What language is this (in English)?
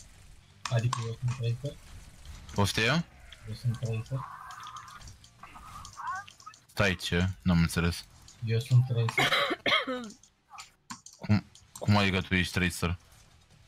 Romanian